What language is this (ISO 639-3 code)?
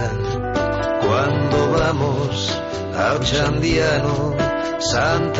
eus